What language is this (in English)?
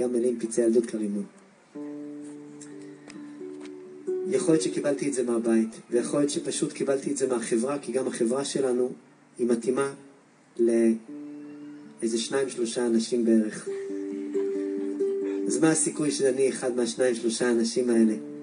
Hebrew